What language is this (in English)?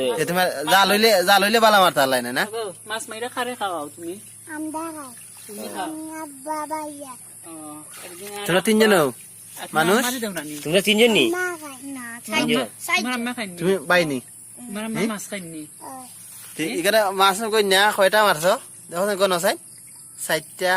Sylheti